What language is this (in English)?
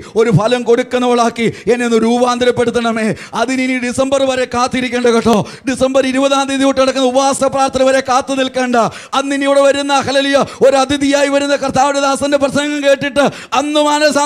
Malayalam